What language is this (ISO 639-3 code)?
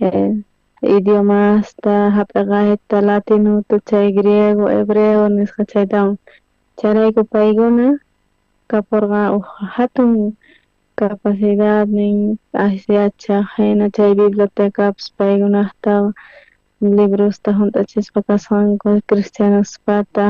quh